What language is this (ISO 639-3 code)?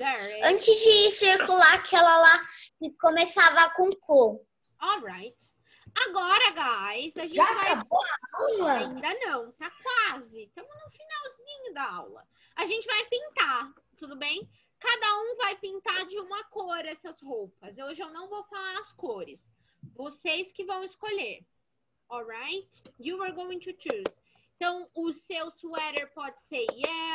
por